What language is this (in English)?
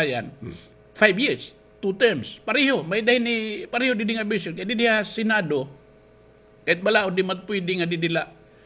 Waray